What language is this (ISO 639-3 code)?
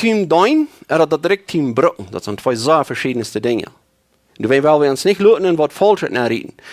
pdt